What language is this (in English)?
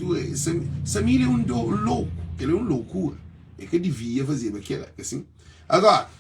Kabuverdianu